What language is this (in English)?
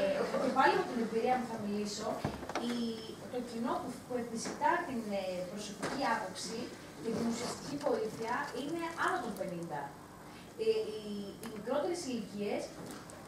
Greek